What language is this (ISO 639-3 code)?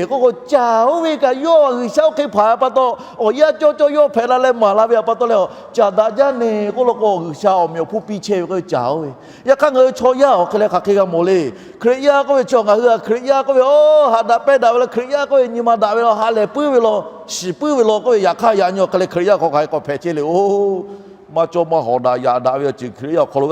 lhu